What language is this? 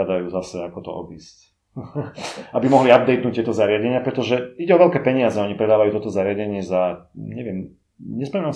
Slovak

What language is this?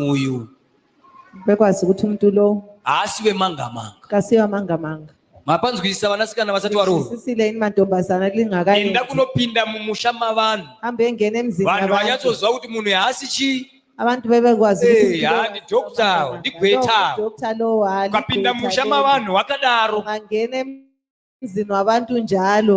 Shona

